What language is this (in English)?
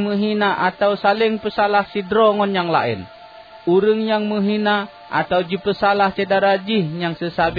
Achinese